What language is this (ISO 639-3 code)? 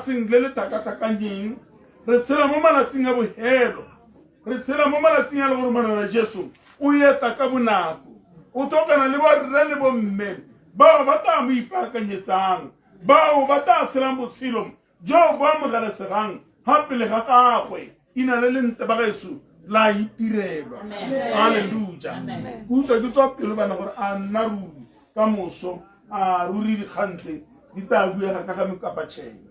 tsn